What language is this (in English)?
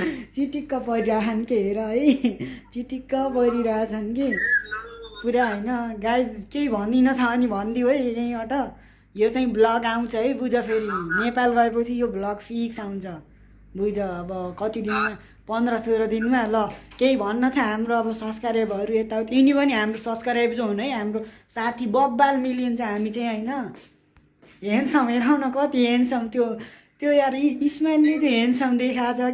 Nepali